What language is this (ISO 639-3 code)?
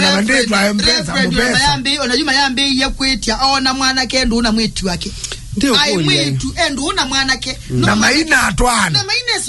kam